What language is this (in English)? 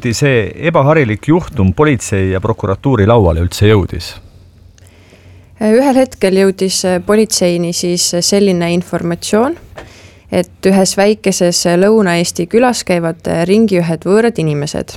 Estonian